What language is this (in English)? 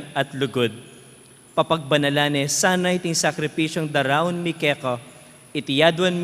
Pampanga